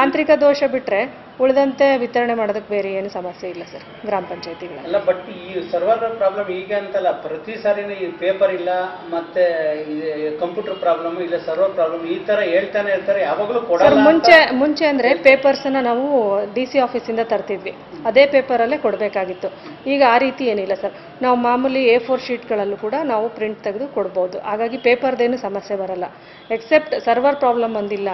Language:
Kannada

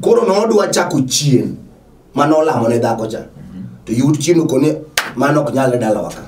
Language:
Luo (Kenya and Tanzania)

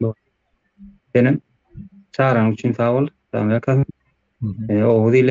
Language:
Turkmen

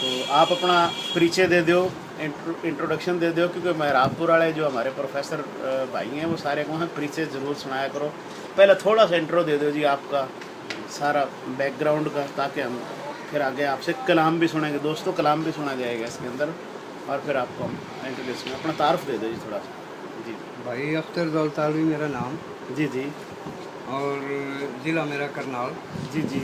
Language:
Haryanvi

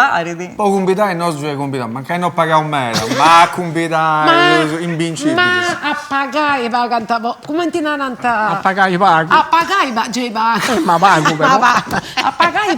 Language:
Sardinian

